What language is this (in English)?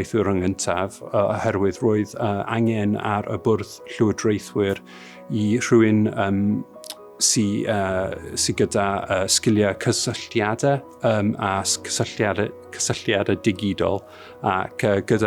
Welsh